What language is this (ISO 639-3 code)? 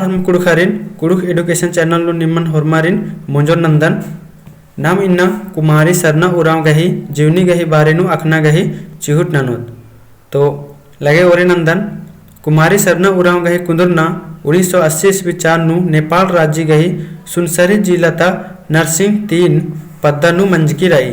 kru